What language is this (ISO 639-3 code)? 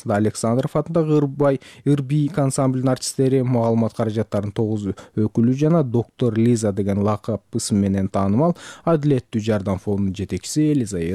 kir